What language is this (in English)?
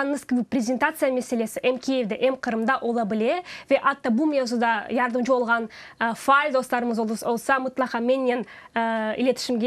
Crimean Tatar